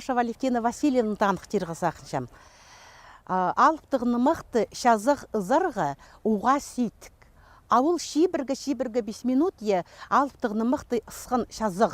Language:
Khakas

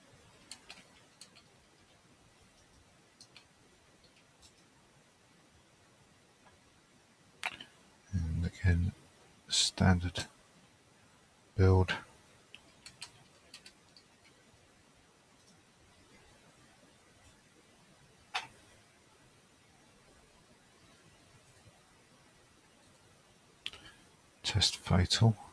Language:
English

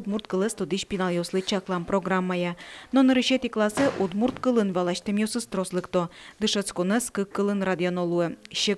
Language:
Udmurt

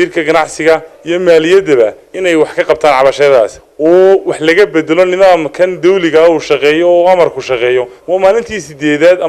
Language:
Somali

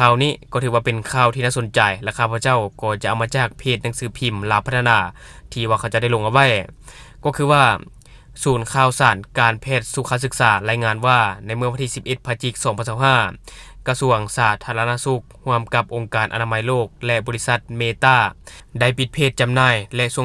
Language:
Lao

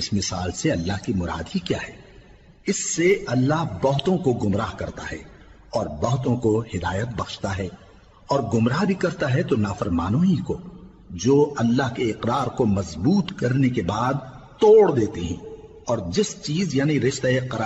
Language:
Urdu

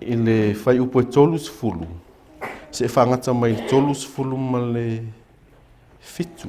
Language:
Samoan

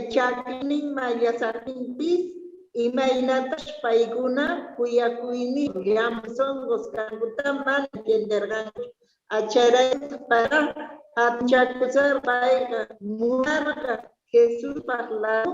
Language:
South Bolivian Quechua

